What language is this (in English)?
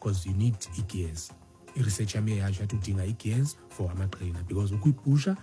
Xhosa